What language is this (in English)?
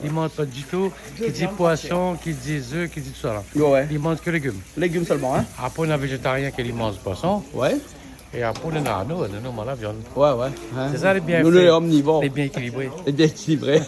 Réunion Creole French